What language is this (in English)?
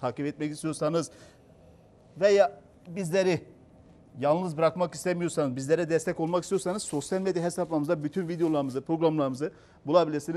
Turkish